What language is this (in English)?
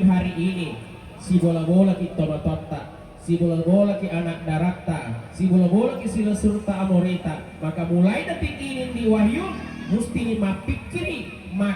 Buginese